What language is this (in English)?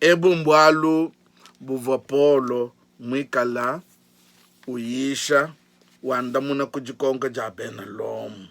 Luba-Lulua